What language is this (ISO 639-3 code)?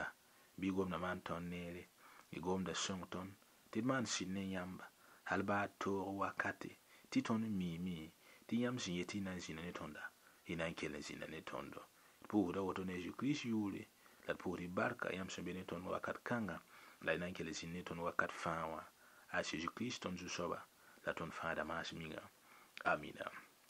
mos